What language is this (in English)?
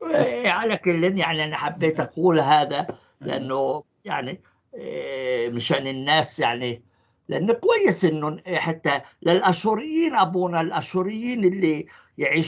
North Levantine Arabic